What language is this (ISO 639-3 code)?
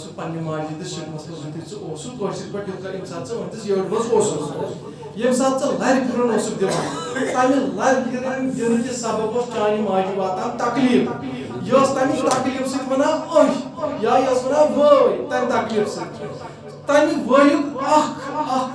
kas